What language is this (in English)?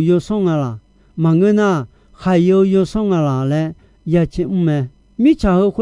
Akha